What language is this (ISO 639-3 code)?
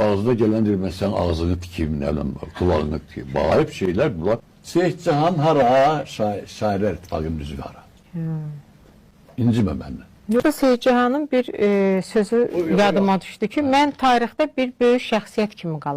aze